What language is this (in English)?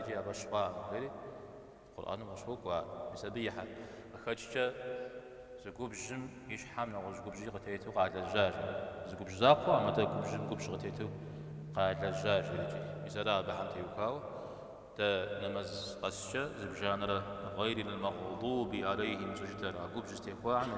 Kabardian